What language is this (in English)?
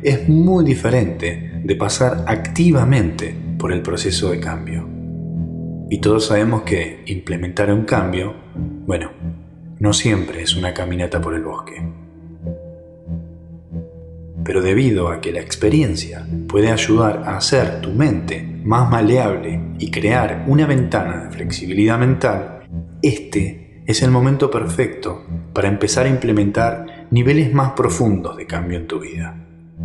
Spanish